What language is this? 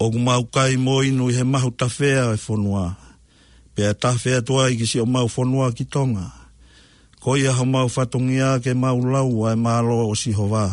Tongan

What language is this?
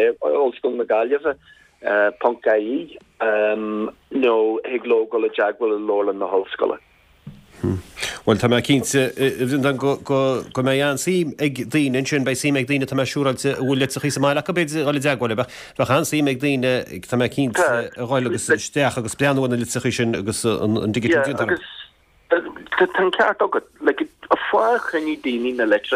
Irish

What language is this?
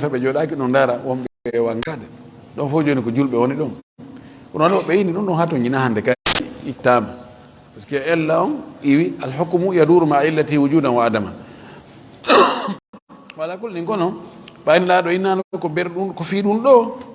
Fula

